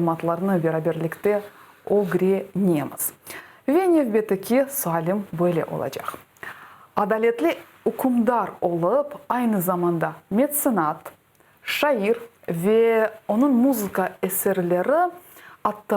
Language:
Crimean Tatar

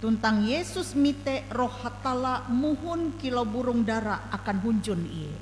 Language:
Ngaju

